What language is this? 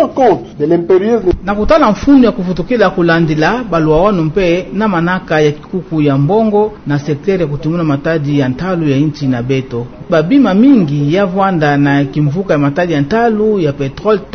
Kituba (Democratic Republic of Congo)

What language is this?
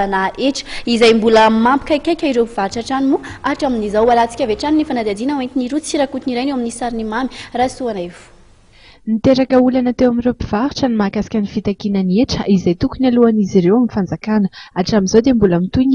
Malagasy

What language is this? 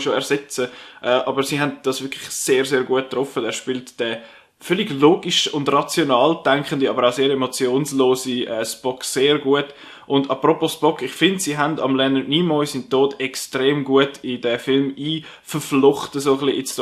Swiss German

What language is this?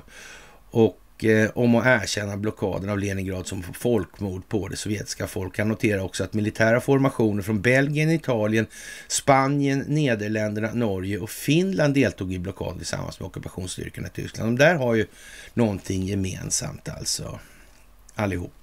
Swedish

